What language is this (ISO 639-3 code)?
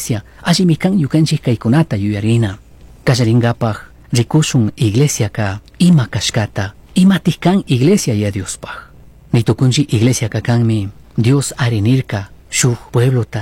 qug